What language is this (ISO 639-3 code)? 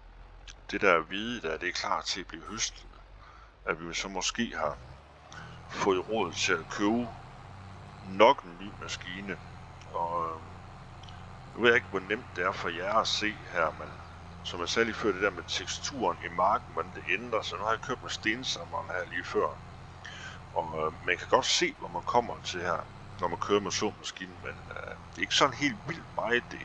dan